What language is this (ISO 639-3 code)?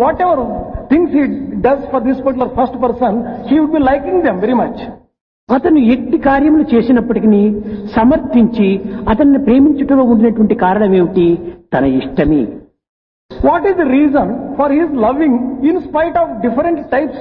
tel